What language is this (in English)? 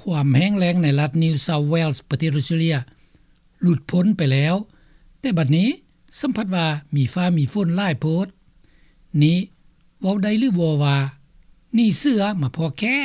Lao